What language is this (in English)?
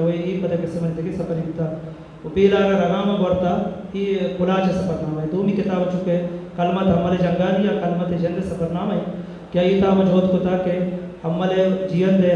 Eastern Balochi